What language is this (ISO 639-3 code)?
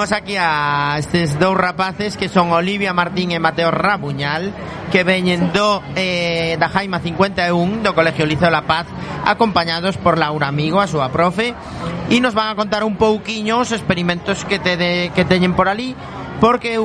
glg